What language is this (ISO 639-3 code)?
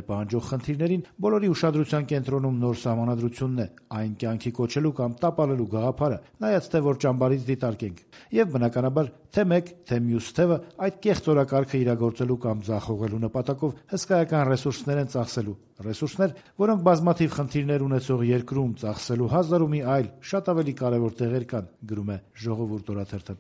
hye